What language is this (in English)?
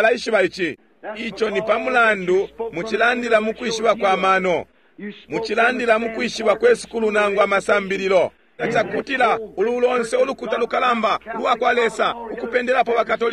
Bemba